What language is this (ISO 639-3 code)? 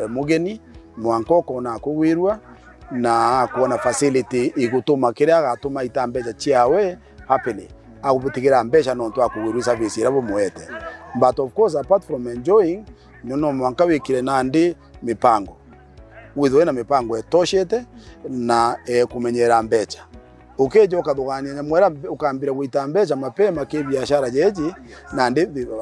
mer